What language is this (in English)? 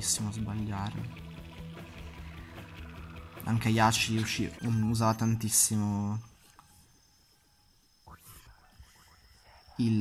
Italian